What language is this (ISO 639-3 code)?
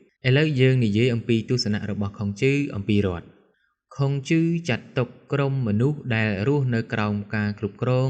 khm